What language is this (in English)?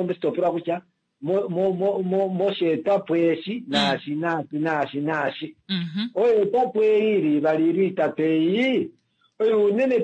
Kuanyama